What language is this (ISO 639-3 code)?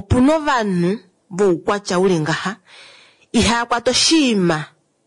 kua